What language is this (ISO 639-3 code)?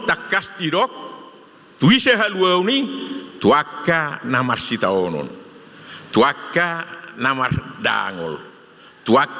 bbc